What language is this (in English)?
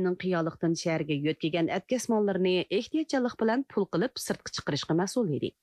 Uyghur